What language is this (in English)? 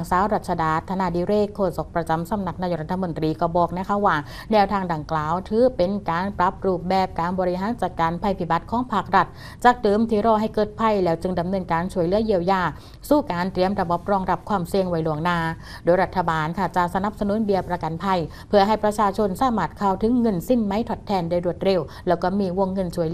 Thai